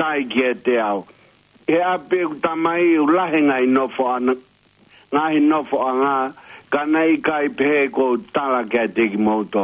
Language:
Tongan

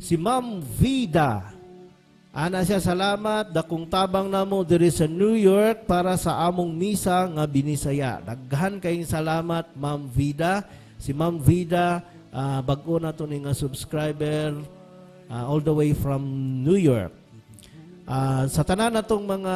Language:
Cebuano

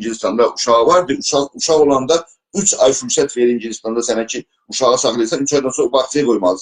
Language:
South Azerbaijani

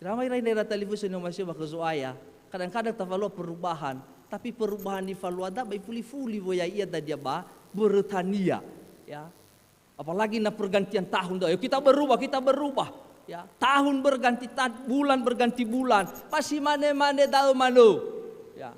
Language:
Nias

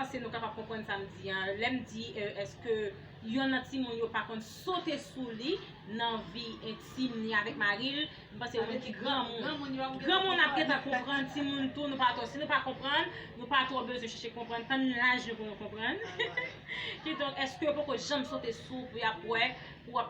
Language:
Haitian Creole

